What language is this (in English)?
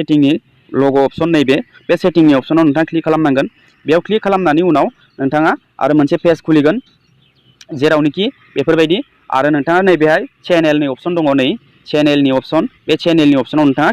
Bodo